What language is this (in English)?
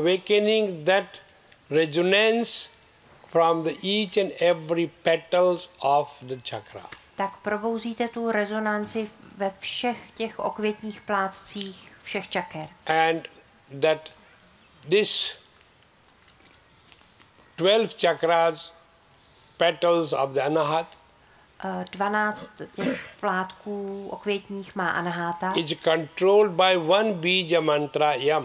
Czech